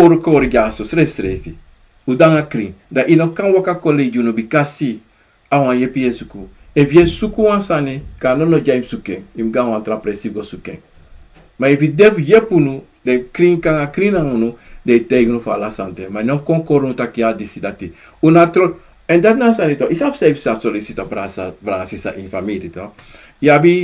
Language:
Sranan Tongo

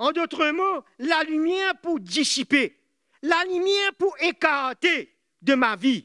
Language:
Morisyen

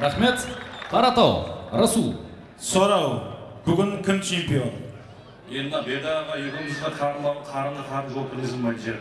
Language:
Kara-Kalpak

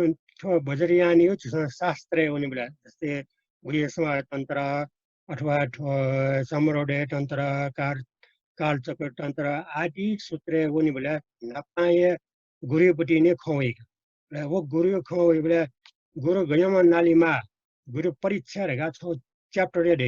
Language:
Newari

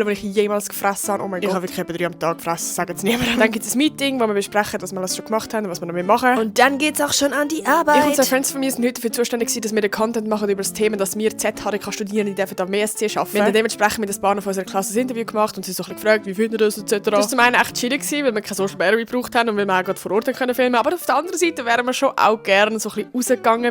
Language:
Swiss German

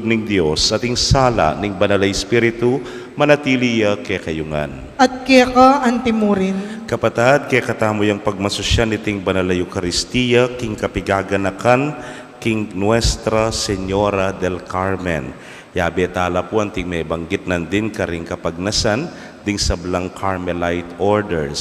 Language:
Pampanga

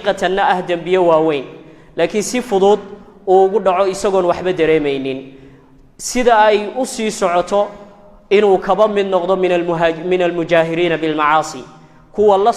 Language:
Somali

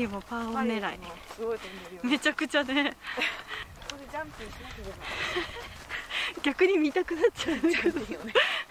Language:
Japanese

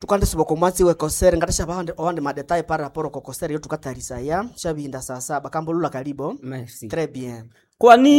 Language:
Nande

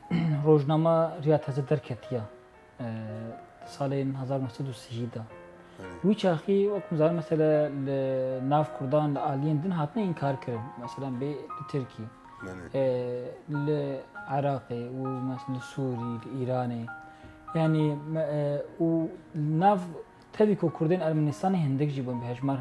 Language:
Kurdish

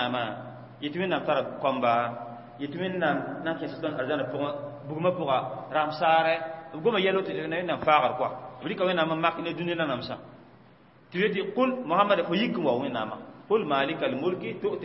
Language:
Mossi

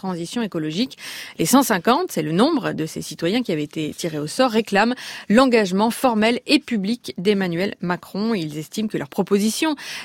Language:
French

